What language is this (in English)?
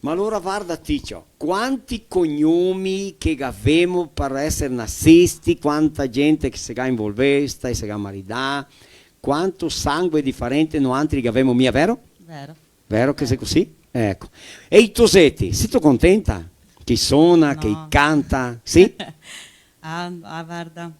Venetian